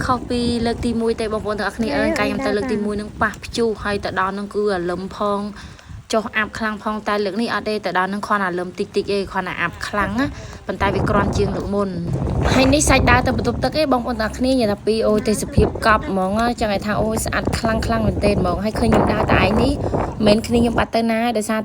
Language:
Khmer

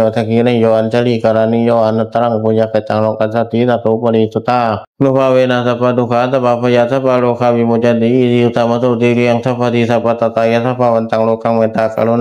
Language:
Pali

